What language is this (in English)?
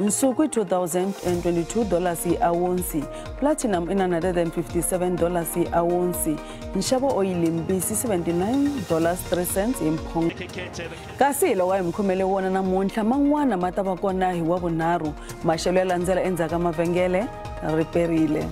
Tsonga